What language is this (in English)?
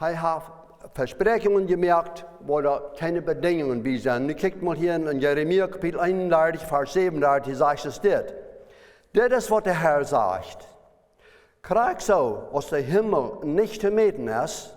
Plautdietsch